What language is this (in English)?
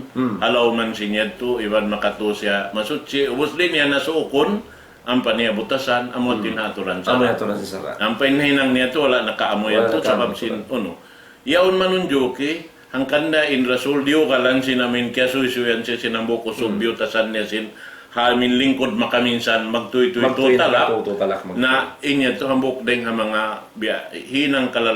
Tausug